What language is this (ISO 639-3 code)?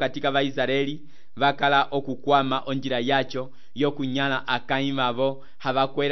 umb